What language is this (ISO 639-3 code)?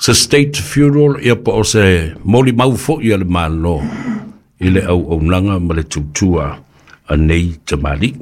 smo